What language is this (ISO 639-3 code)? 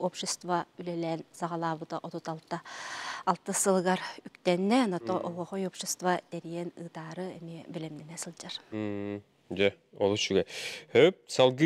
sah